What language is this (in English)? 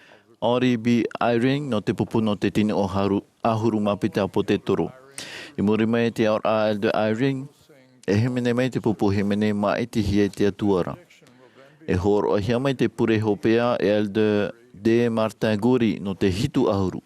Tahitian